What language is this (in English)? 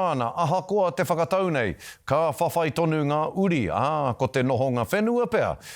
Māori